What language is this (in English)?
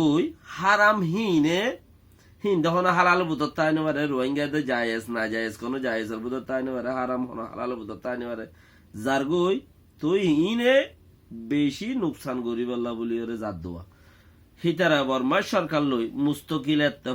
Rohingya